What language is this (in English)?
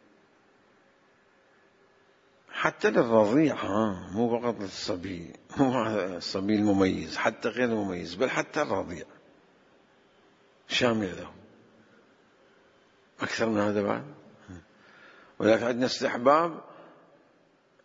Arabic